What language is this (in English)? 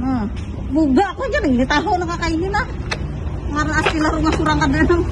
Banjar